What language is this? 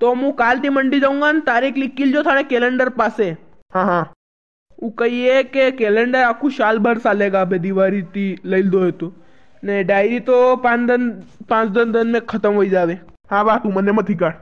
Rajasthani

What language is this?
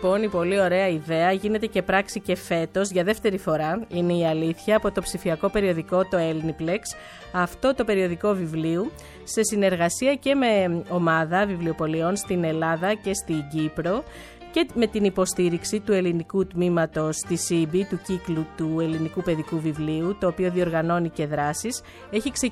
Greek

